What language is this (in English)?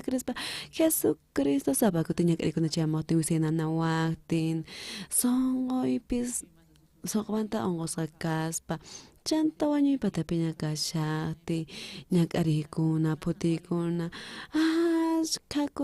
South Bolivian Quechua